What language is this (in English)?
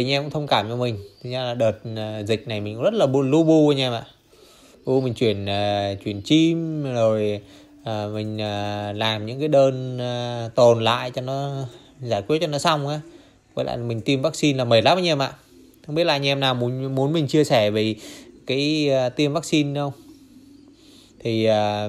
Vietnamese